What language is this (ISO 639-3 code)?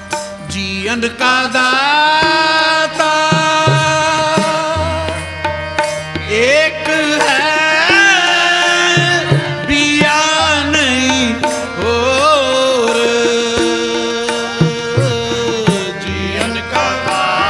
pan